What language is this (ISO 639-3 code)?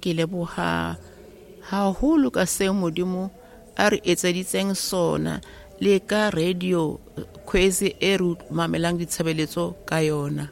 sot